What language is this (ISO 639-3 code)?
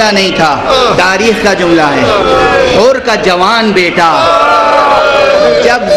urd